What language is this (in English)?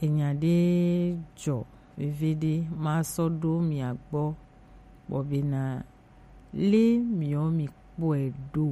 Gen